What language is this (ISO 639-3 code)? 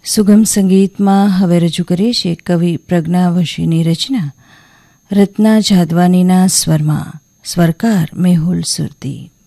guj